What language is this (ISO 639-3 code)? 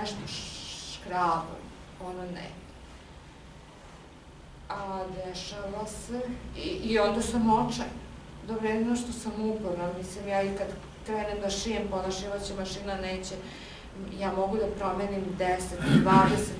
srp